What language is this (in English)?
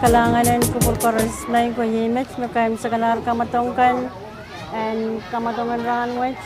Pohnpeian